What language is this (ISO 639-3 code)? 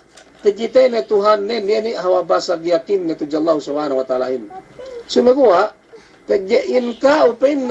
yka